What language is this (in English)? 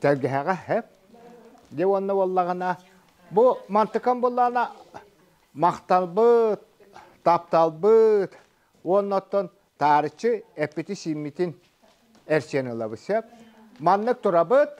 Yakut